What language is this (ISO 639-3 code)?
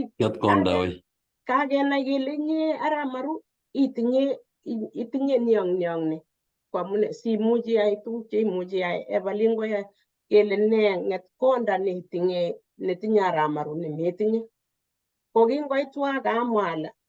kln